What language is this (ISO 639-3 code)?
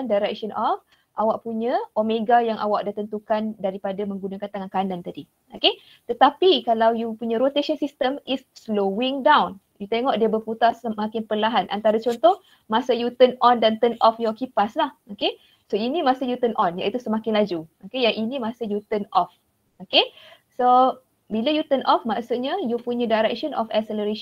msa